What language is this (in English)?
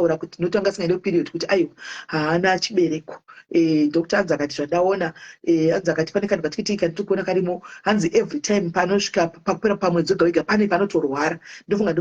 Shona